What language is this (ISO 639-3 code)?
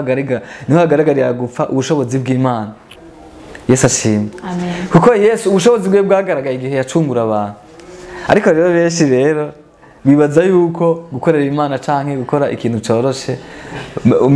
run